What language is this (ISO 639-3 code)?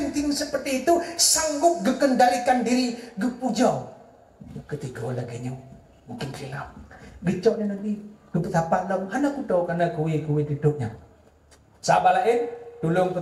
ace